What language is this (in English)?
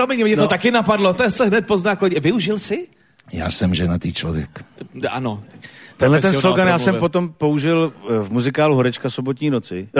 Czech